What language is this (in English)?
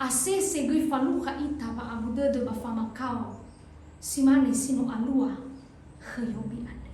Nias